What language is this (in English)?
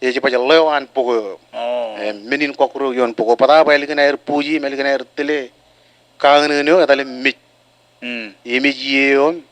Marshallese